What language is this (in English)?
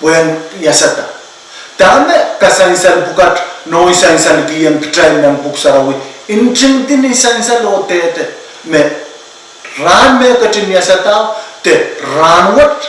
Pohnpeian